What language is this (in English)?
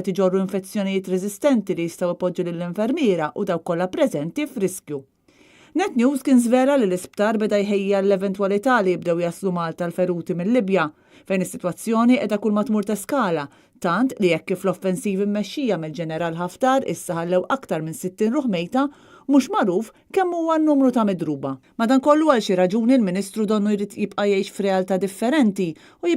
Maltese